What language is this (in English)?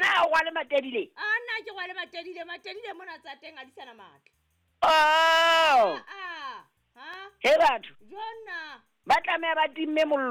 Southern Sotho